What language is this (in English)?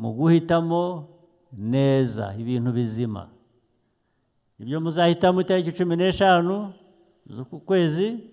Kinyarwanda